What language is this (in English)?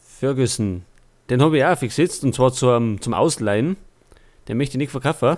Bavarian